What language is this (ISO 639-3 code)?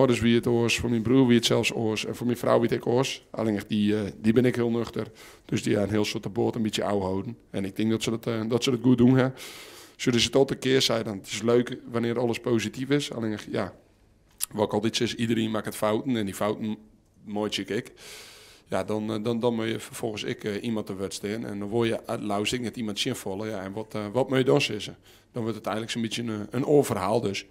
fry